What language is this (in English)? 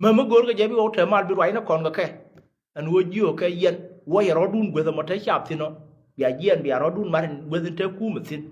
Nuer